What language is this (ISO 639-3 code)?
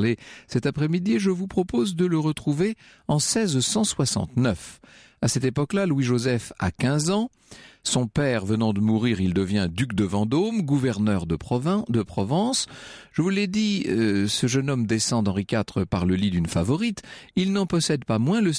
fra